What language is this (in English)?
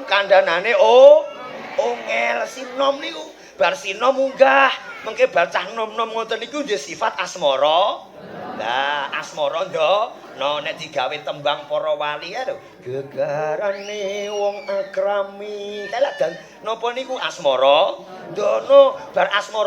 Javanese